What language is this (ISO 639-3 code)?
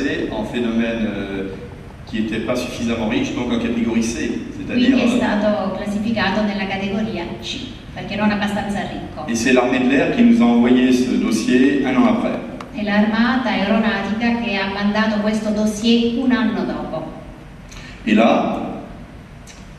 ita